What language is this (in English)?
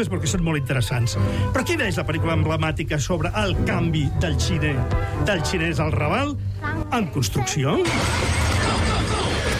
Catalan